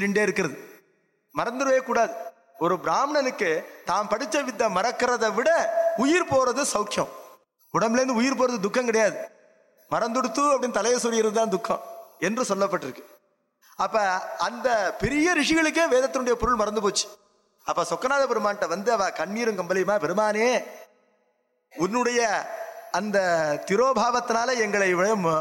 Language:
Tamil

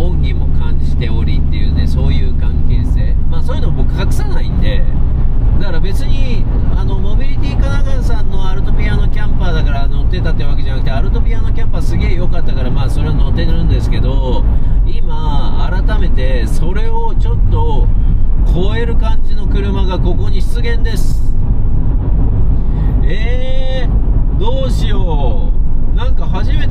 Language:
Japanese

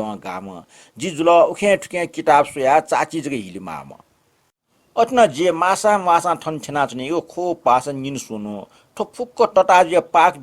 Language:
Newari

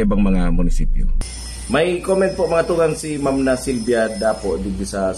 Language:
Bikol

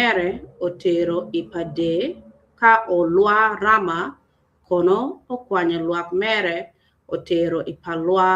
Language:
Acoli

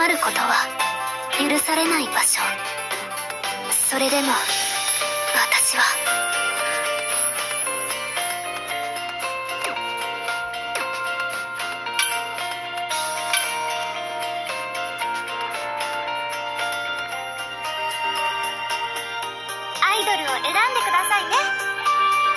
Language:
Japanese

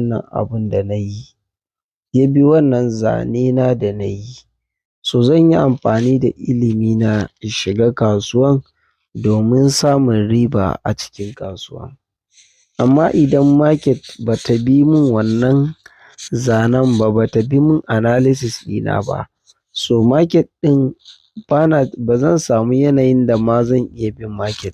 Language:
Hausa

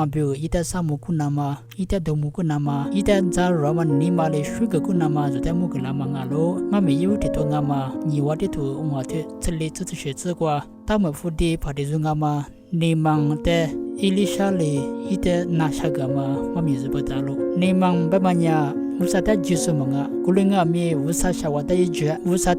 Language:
Lisu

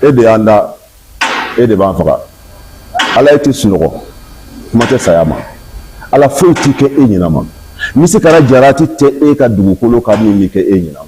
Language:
Bambara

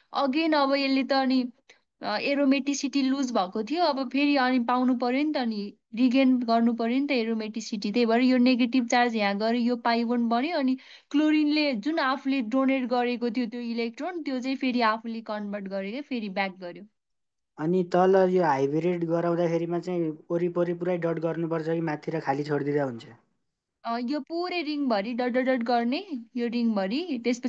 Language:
Nepali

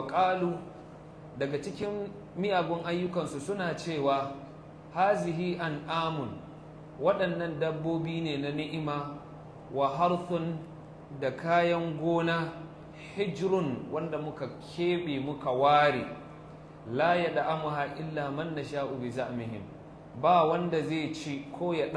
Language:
Hausa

